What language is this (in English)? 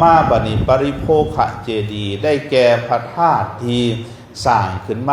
Lao